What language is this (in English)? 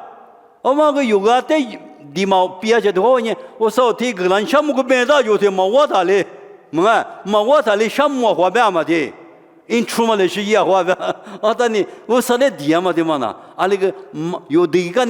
Lisu